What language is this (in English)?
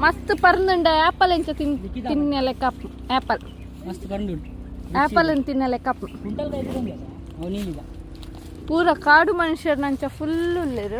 Tulu